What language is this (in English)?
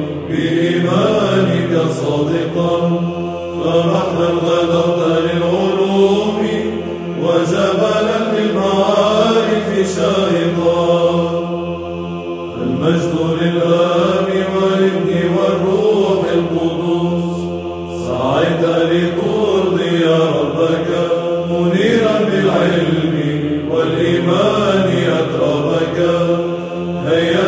Arabic